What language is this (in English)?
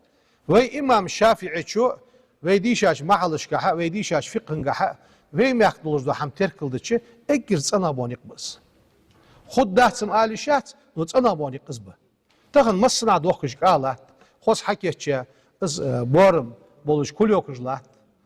Ingush